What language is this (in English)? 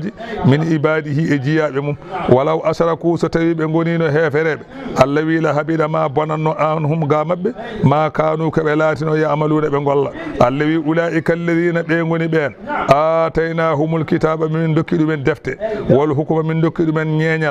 Fula